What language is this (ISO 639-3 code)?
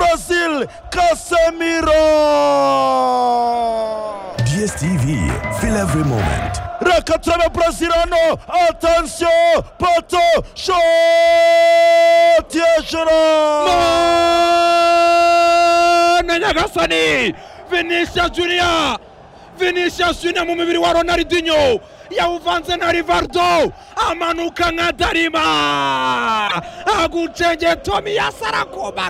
kin